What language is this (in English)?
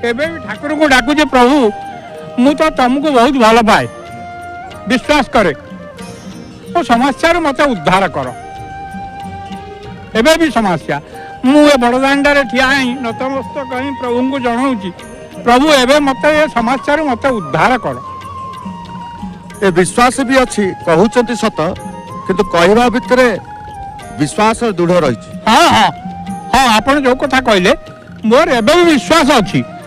Odia